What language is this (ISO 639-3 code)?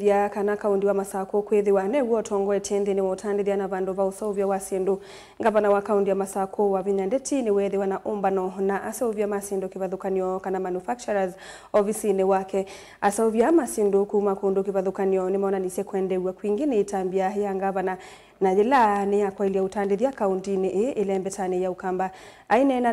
kam